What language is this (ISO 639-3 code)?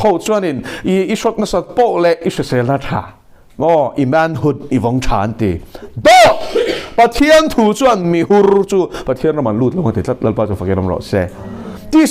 lus